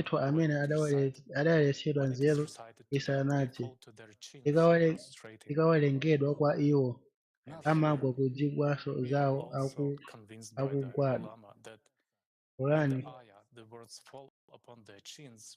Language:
Nyanja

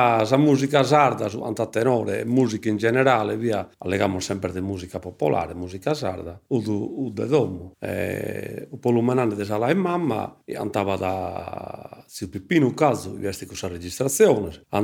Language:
Sardinian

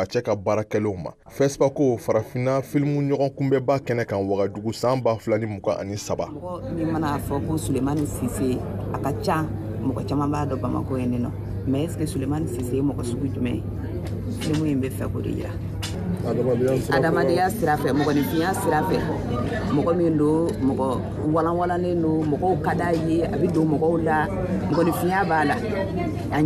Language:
Bambara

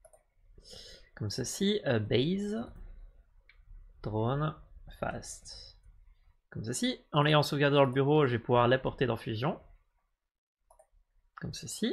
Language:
French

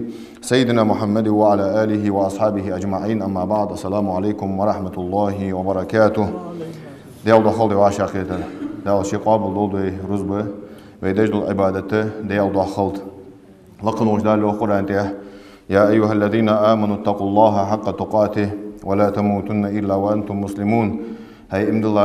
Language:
Ingush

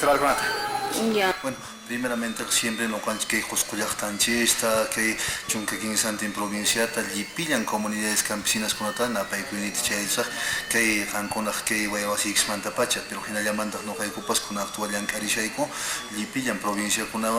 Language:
Quechua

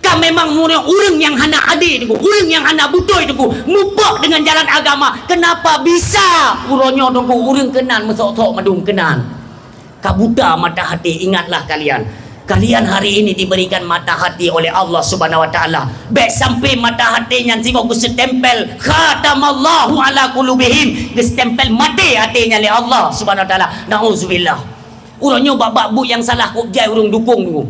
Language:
Achinese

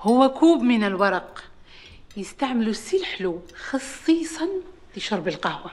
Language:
Algerian Arabic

